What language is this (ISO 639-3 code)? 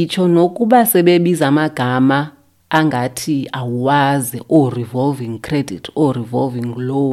xho